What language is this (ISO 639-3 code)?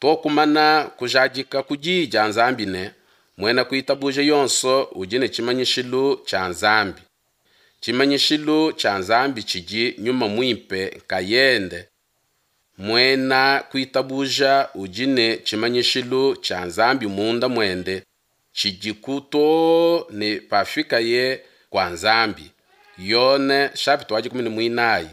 lua